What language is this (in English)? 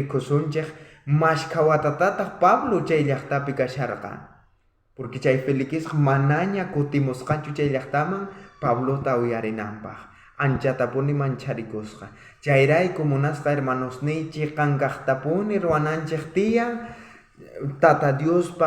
South Bolivian Quechua